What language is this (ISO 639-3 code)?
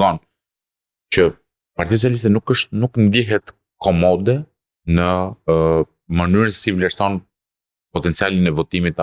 sqi